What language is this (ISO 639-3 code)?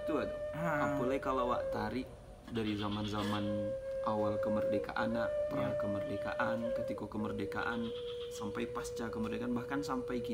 min